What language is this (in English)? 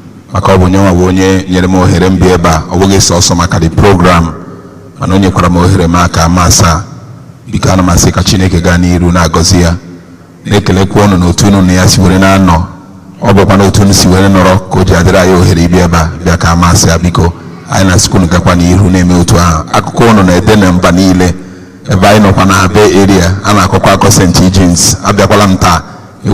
Igbo